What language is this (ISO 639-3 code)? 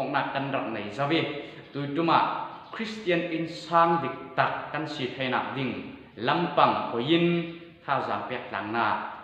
cfm